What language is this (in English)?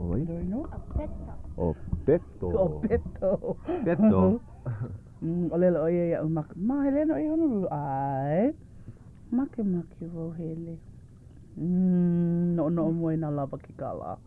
Hawaiian